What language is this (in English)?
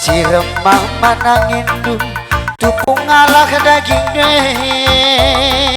Batak Karo